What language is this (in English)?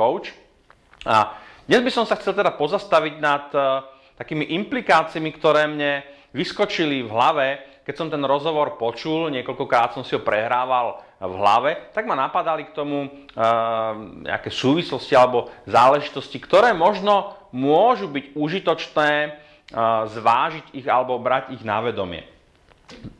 Slovak